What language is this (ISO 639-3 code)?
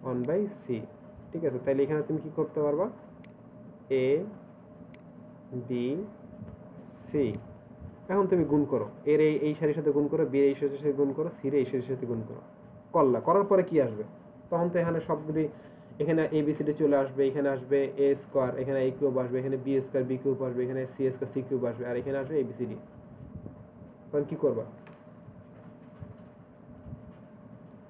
ben